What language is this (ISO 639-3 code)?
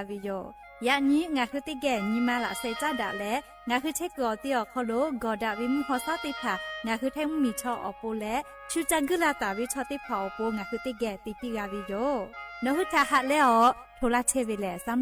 lhu